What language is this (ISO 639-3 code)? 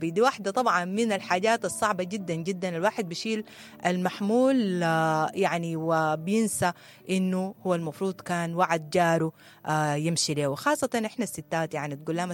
apd